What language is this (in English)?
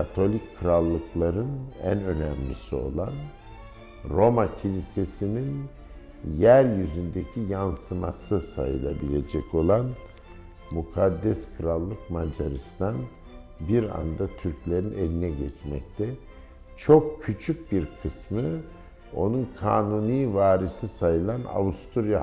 Turkish